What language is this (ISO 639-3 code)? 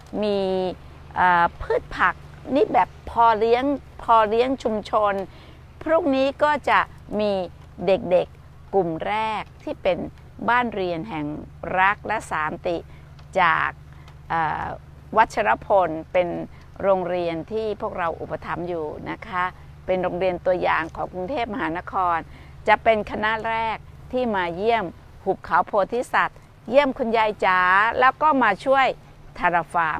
tha